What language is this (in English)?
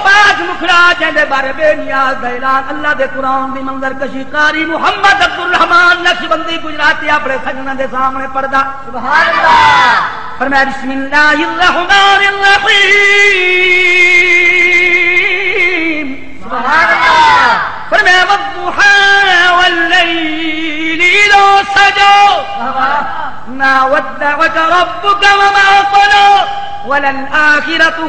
Saraiki